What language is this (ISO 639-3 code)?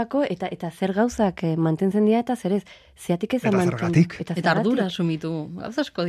eus